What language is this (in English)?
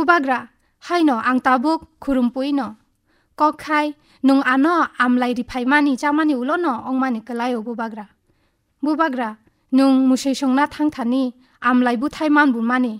Kok Borok